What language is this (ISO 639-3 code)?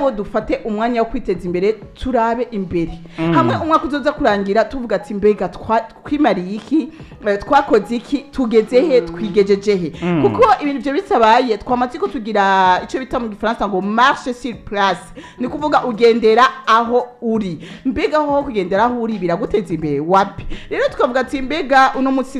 run